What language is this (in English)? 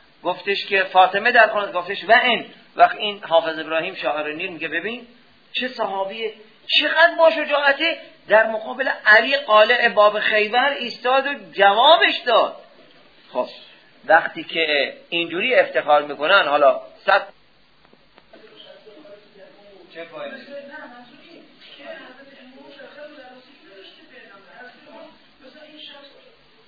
Persian